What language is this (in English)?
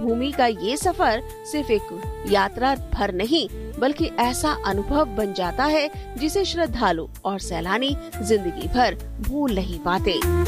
Hindi